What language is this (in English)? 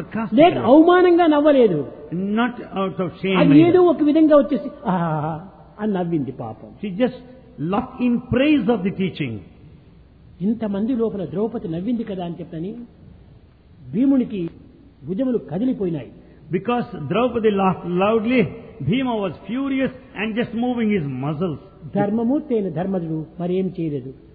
Telugu